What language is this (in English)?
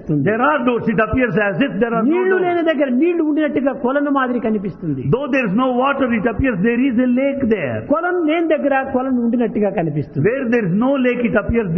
Telugu